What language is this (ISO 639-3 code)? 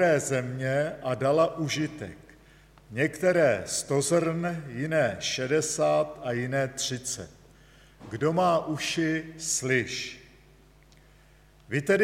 ces